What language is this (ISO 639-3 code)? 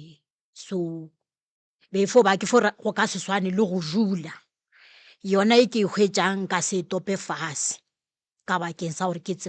nso